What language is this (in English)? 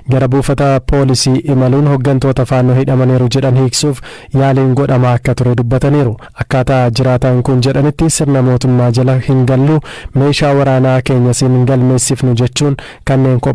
Oromo